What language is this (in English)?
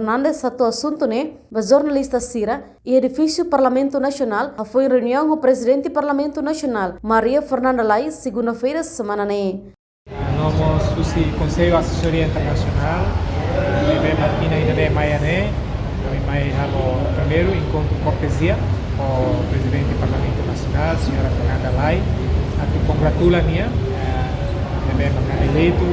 Tetum